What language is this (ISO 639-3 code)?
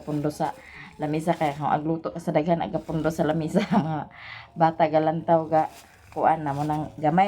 ceb